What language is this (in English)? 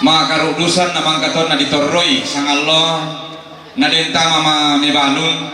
Toraja-Sa'dan